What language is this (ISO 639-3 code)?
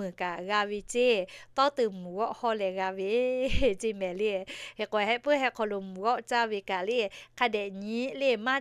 lhu